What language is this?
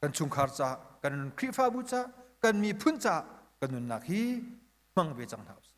Hakha Chin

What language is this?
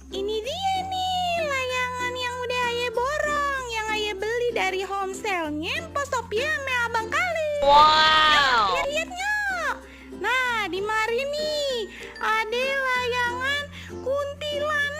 Betawi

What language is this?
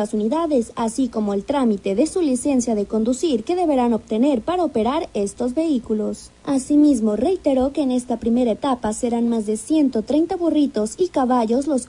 Spanish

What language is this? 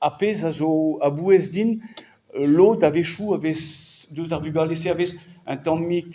Breton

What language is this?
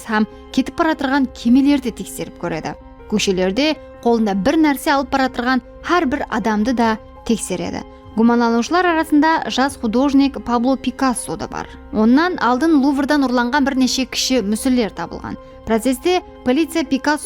Kara-Kalpak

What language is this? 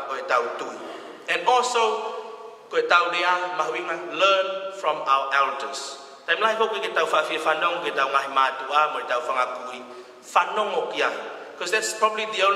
Tongan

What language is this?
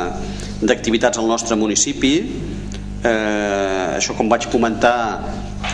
Catalan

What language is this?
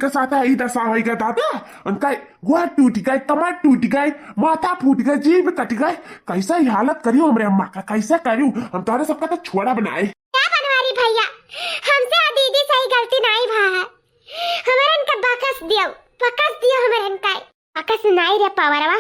Awadhi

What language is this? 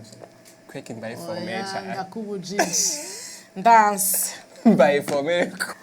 Rundi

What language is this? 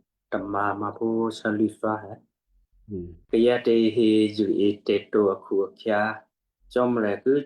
Western Kayah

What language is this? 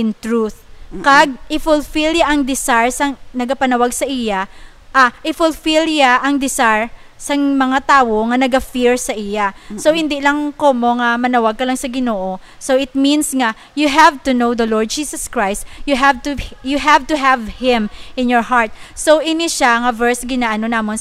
Hiligaynon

